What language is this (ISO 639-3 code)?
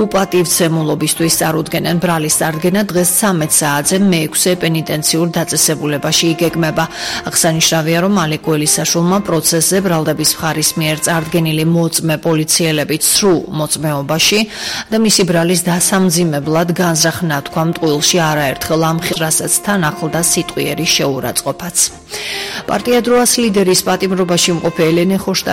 kat